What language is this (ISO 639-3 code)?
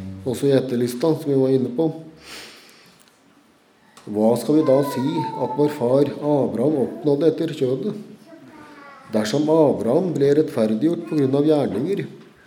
nor